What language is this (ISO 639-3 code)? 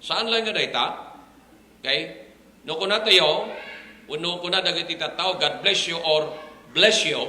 ilo